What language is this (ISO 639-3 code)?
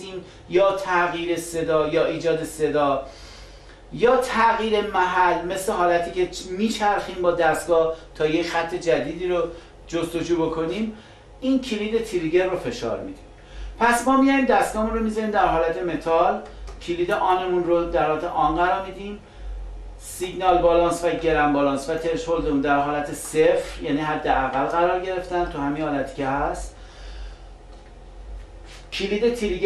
fas